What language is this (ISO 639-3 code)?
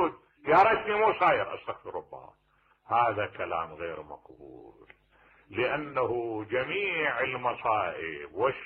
acm